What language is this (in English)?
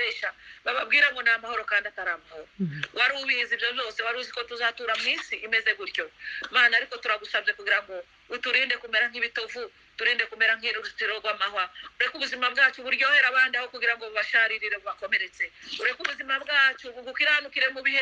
Kinyarwanda